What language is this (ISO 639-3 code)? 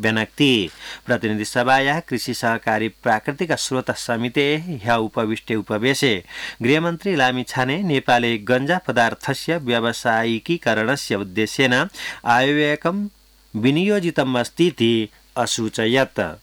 san